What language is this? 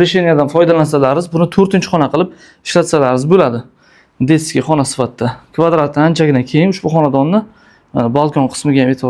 Uzbek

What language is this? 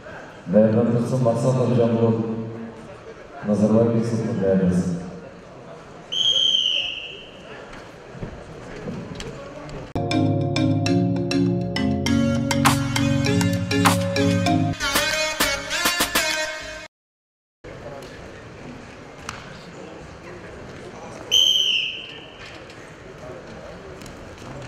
Kazakh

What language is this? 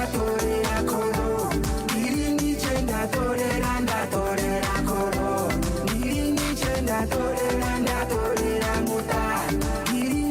Venda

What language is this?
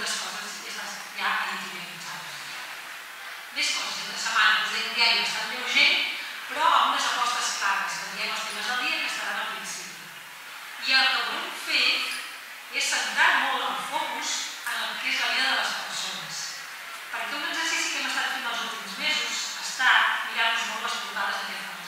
Catalan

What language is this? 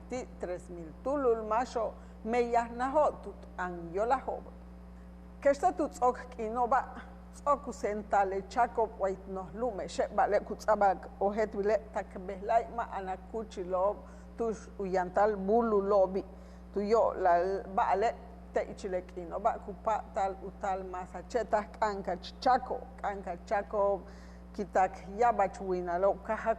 Yucateco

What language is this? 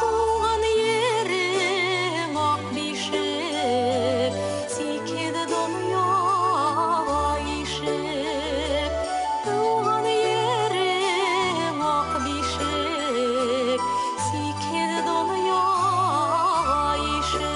Bashkir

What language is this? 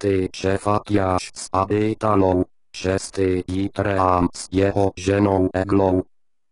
Czech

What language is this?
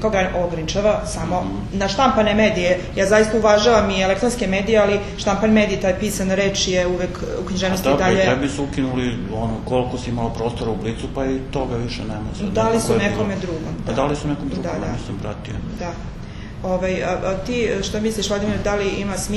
Serbian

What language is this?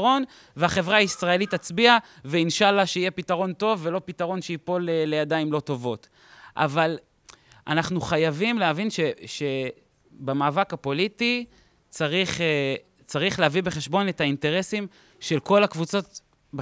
Hebrew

